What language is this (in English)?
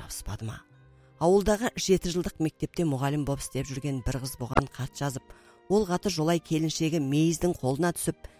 Kazakh